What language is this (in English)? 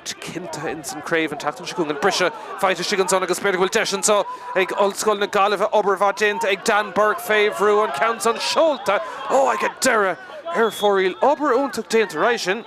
Irish